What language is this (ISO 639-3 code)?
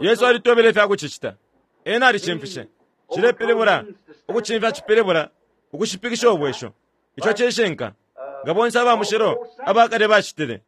bem